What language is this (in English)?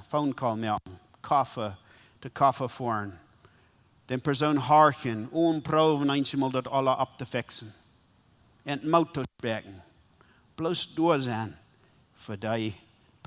Plautdietsch